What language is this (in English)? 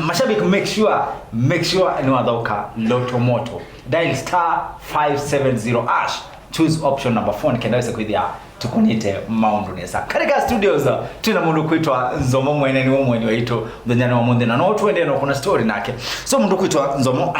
Kamba